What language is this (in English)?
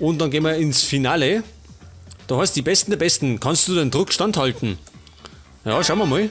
Bavarian